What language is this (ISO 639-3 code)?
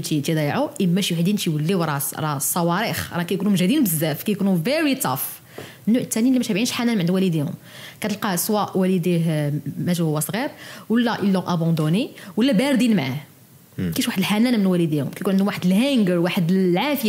ary